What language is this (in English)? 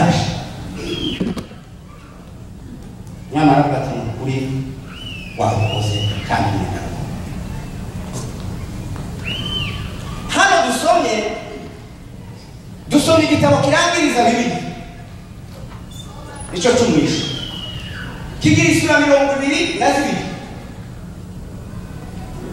Kinyarwanda